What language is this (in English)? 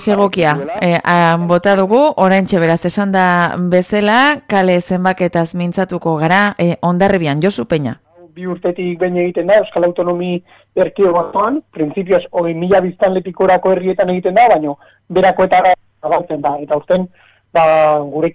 Basque